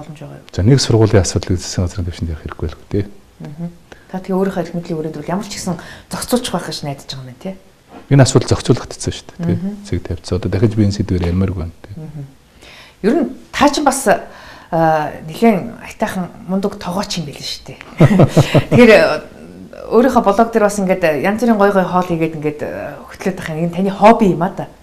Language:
Mongolian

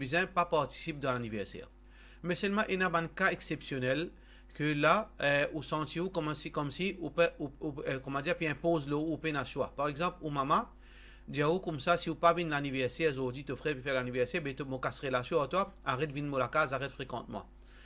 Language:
Morisyen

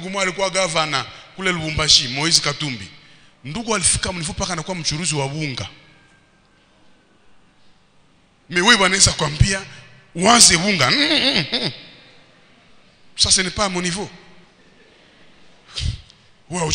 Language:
Swahili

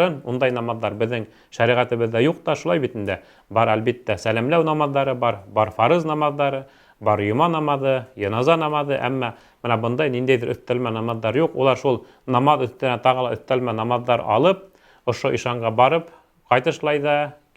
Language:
Bashkir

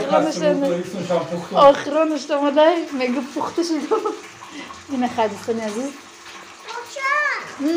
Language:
Tajik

